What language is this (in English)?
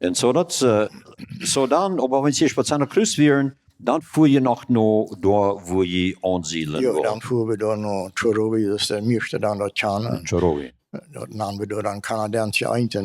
Plautdietsch